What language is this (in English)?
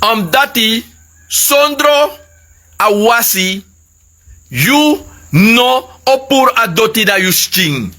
Sranan Tongo